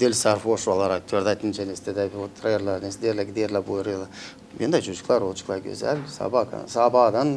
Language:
Gagauz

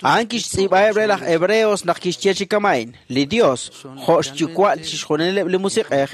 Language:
Kekchí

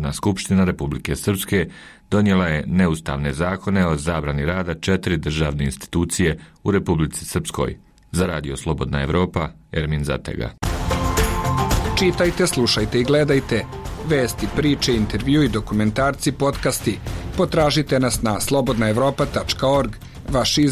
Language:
Bosnian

